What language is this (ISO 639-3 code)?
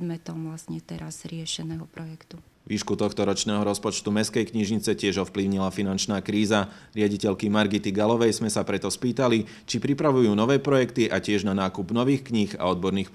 slk